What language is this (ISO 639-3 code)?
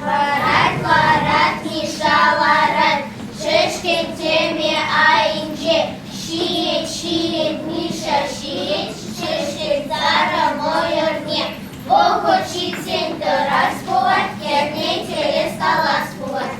chv